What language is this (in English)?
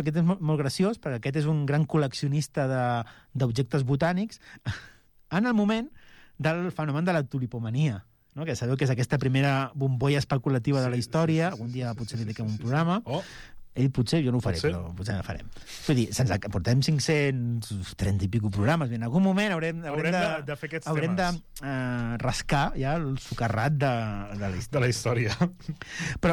Catalan